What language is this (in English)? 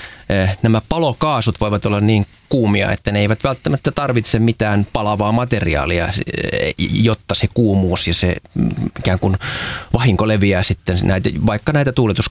Finnish